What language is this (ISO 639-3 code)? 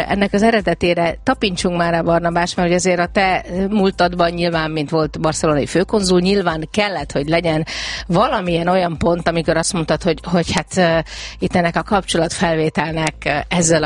hun